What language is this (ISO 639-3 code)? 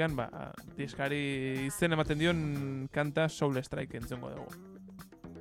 eus